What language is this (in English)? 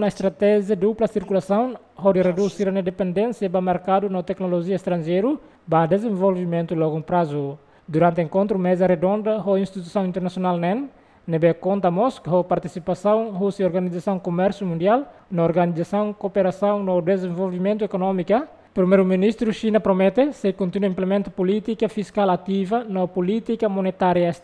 Tetum